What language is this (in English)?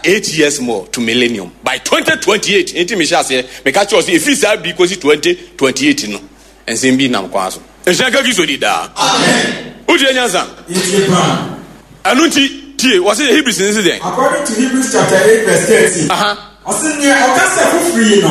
Akan